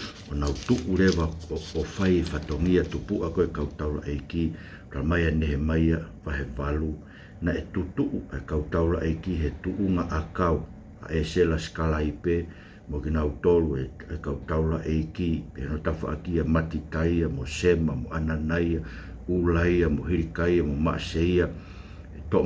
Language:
Tongan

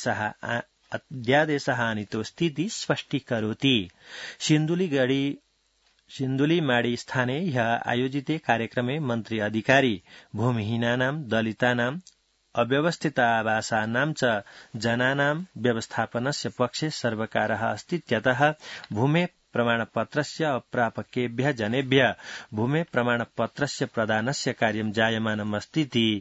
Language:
Sanskrit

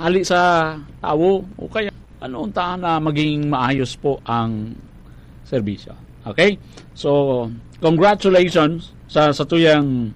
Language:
Bikol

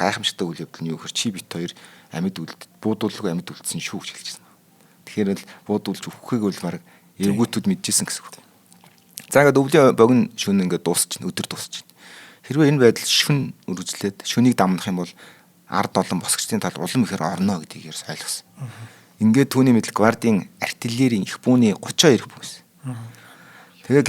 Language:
Mongolian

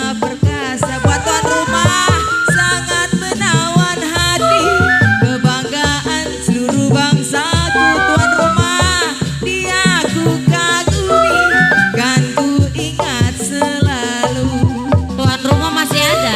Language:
Betawi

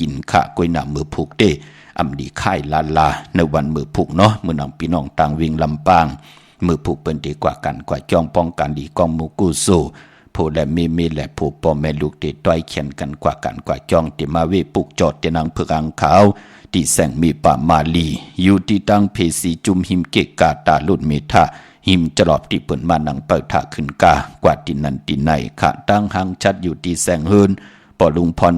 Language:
Shan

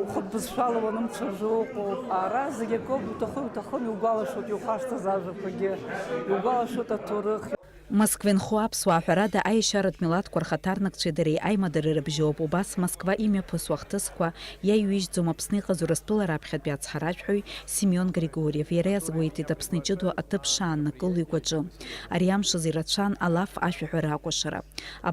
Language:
Abkhazian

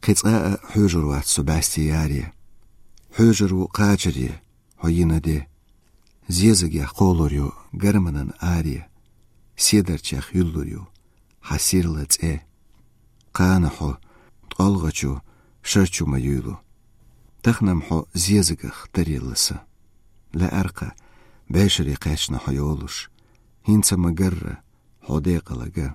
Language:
Chechen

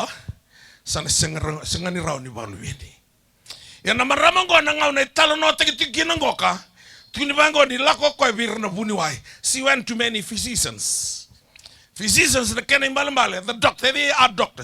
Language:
Fijian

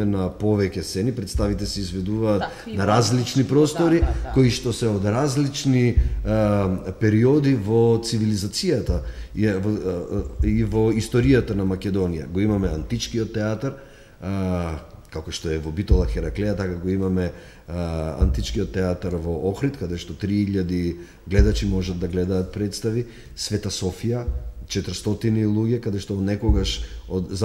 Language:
Macedonian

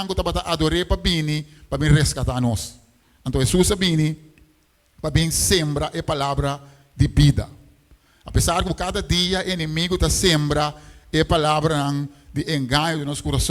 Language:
Papiamento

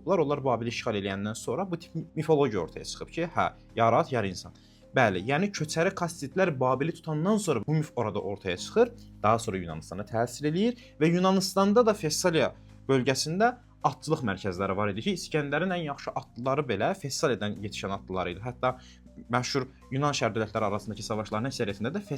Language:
Azerbaijani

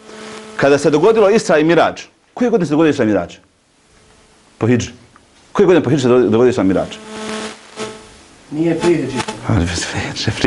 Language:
Bosnian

